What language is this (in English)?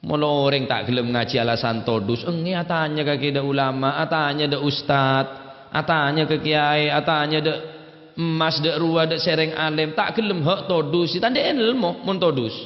Madurese